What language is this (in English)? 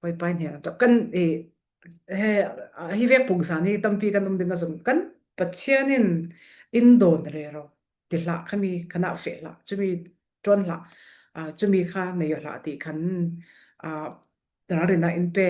Falam Chin